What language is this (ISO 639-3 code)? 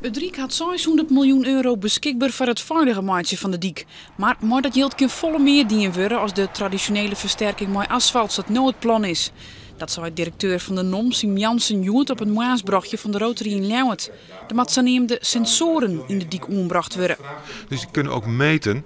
fry